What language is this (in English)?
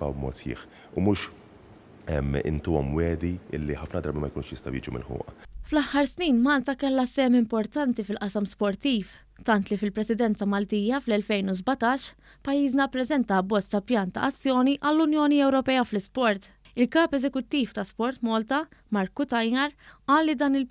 Maltese